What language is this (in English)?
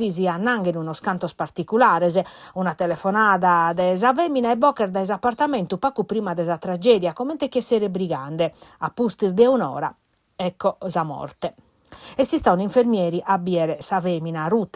Sardinian